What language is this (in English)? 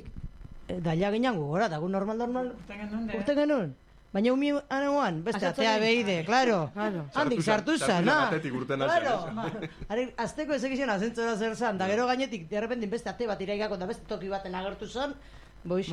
Basque